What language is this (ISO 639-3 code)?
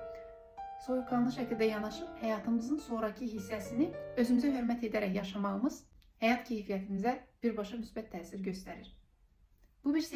aze